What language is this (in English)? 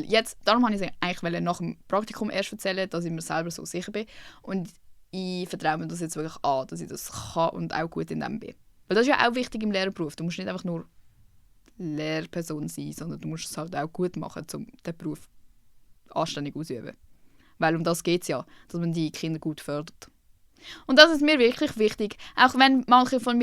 Swiss German